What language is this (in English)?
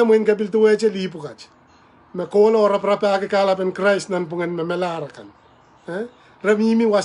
Pohnpeian